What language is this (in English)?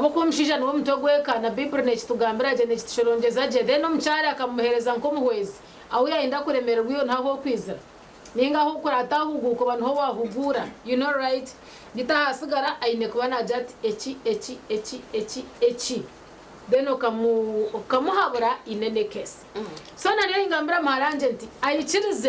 Nyankole